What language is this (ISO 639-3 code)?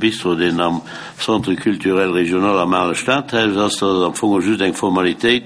ltz